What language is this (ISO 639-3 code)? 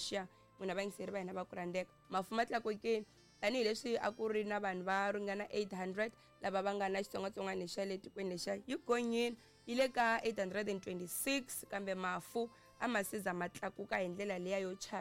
tso